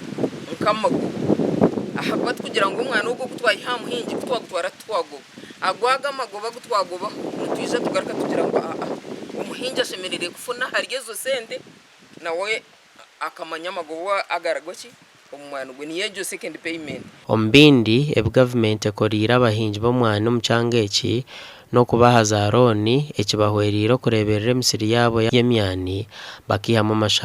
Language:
Nyankole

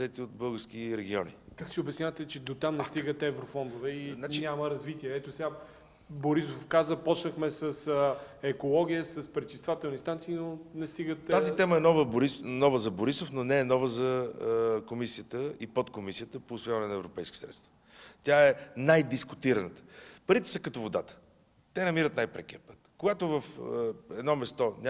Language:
Bulgarian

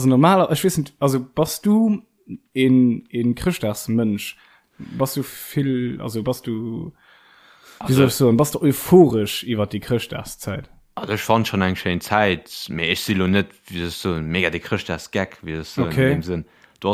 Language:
Luxembourgish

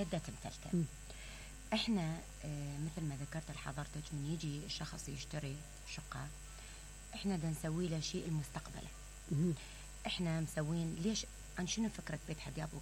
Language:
Mesopotamian Arabic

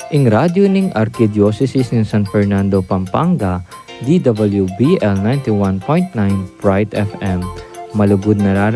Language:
Pampanga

